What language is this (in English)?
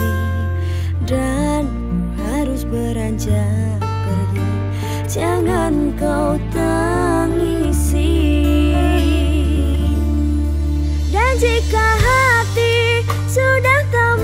Indonesian